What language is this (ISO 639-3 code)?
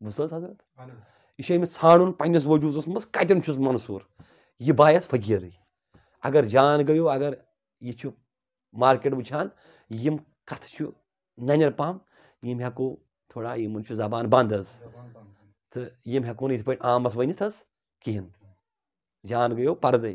kas